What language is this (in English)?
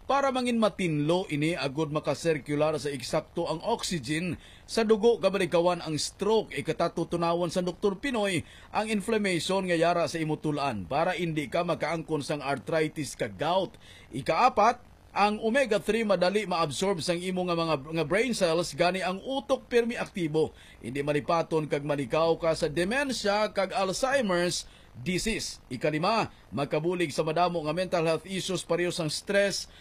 Hiligaynon